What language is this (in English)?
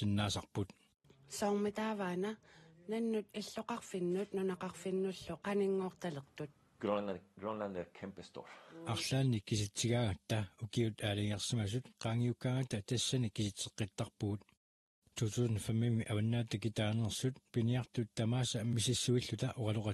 Kalaallisut